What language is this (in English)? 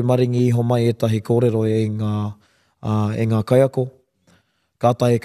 Māori